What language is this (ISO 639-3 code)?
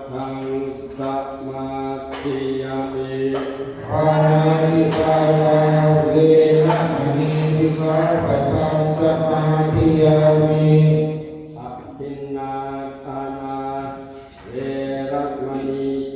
pli